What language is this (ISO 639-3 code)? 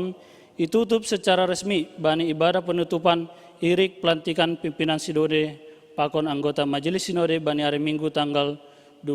bts